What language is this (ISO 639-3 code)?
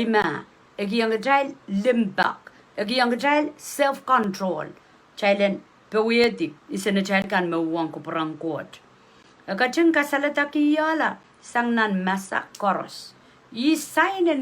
pon